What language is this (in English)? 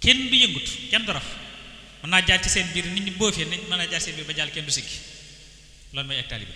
Wolof